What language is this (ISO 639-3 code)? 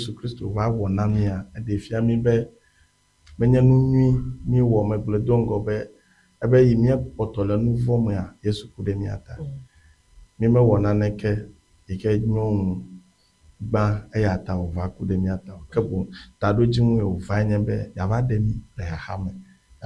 ewe